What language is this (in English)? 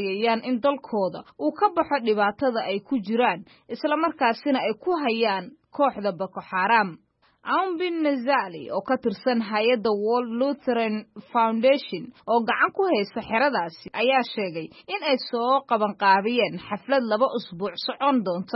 Somali